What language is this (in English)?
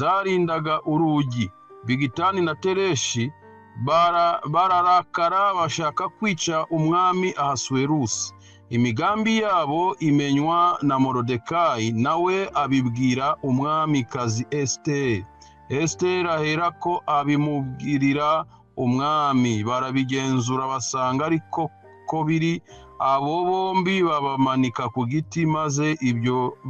Kinyarwanda